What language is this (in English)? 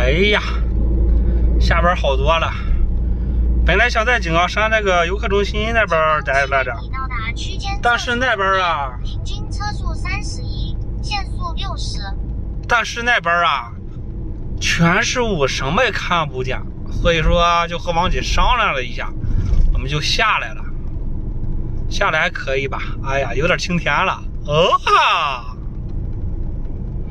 Chinese